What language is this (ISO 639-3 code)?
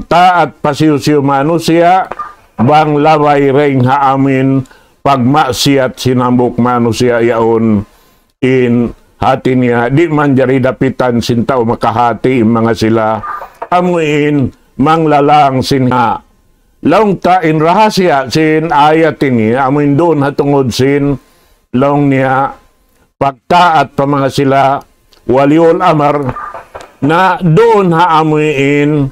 tsg